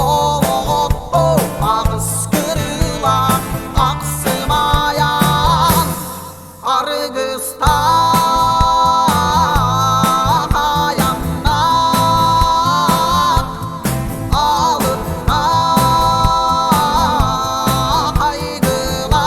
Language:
Yakut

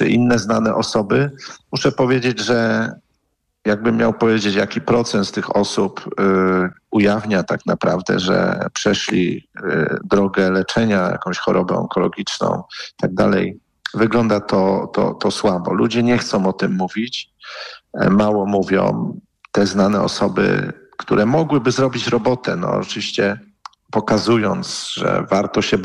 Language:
Polish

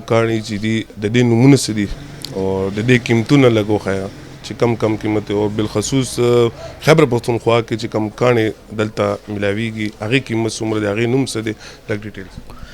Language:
Pashto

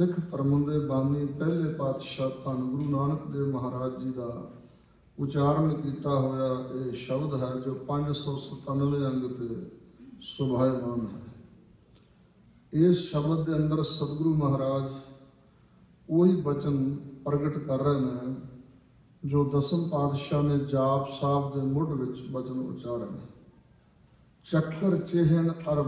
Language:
Punjabi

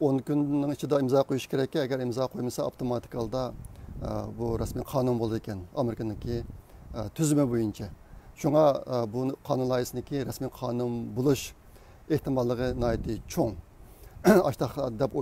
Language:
Uyghur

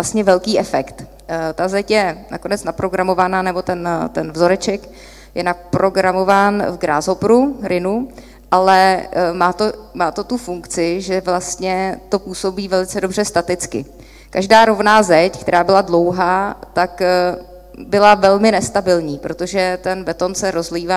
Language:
Czech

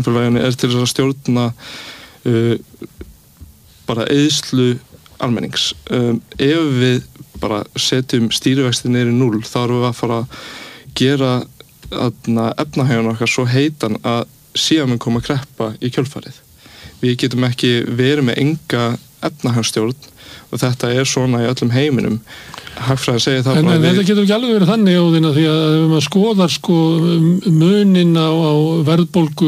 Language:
Icelandic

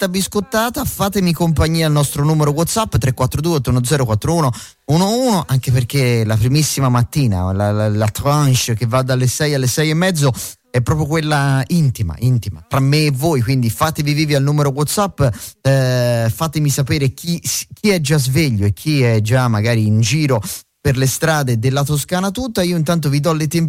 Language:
Italian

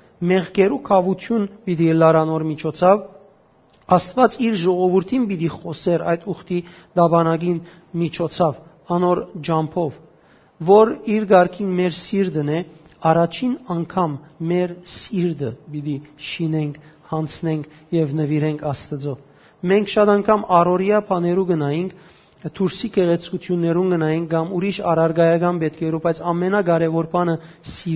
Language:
Western Armenian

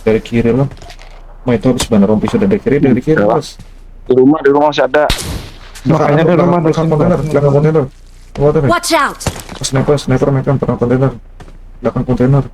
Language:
Banjar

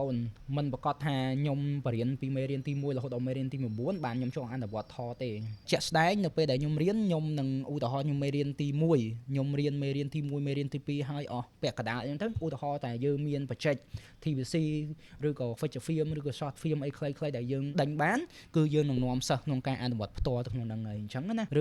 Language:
Khmer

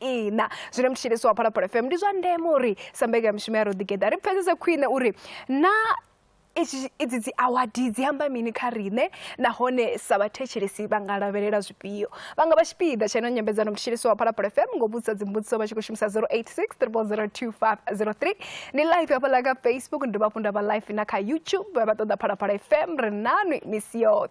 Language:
Venda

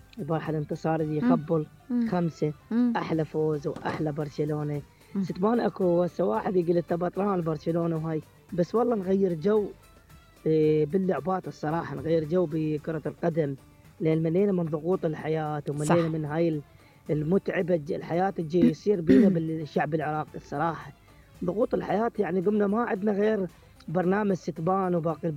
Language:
Mesopotamian Arabic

